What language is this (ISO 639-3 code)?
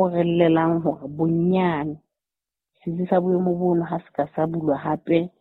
sot